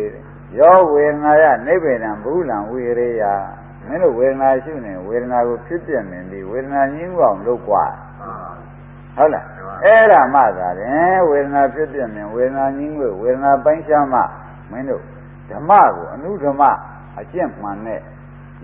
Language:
Burmese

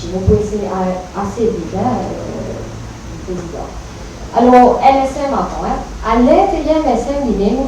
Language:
Morisyen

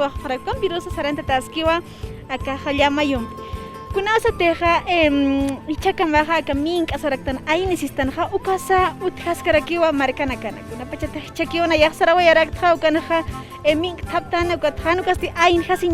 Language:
Aymara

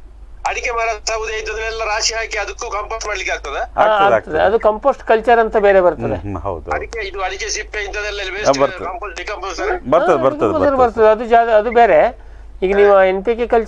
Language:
Kannada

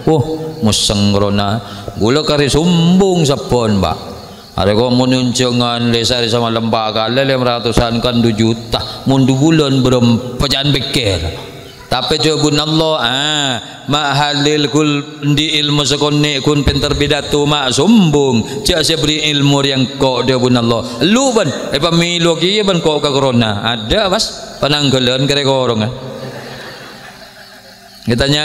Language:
Madurese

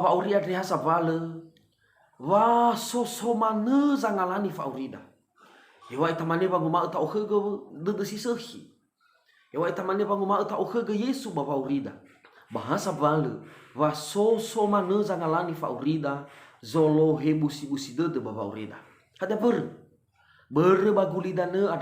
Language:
Nias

